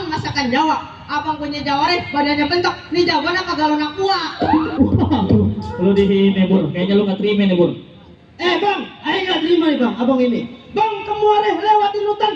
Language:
Betawi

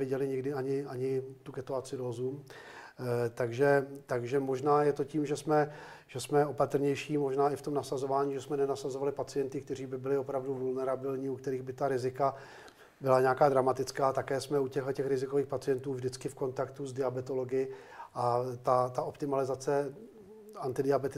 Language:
Czech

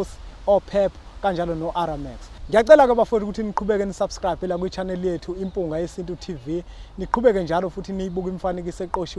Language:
Zulu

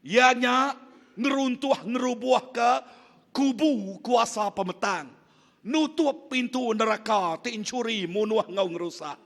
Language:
Iban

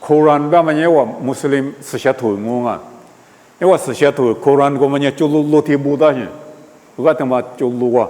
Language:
Lisu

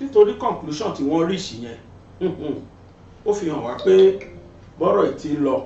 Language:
Yoruba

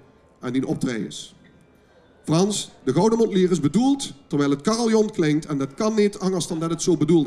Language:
Limburgish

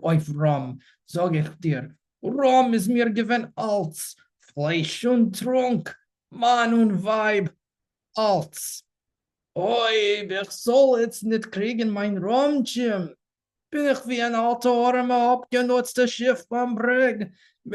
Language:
Yiddish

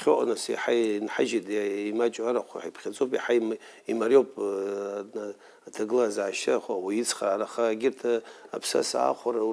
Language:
Abkhazian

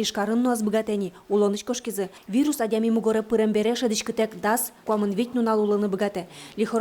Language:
Udmurt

